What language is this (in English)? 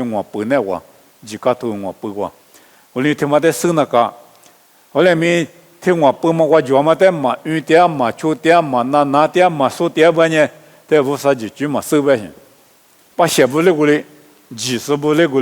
Lisu